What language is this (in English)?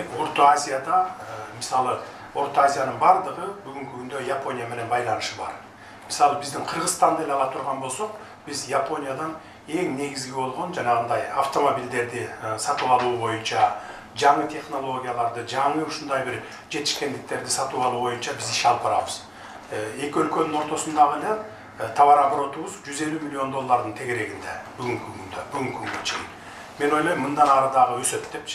Kyrgyz